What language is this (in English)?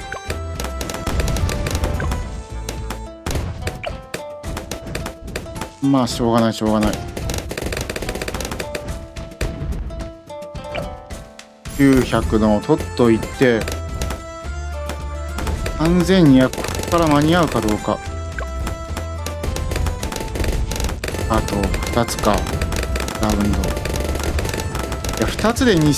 Japanese